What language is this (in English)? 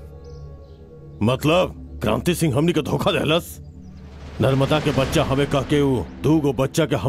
Bhojpuri